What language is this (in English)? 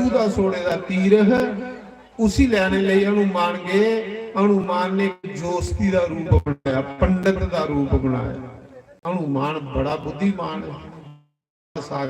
Dogri